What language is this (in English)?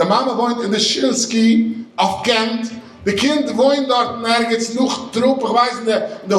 Yiddish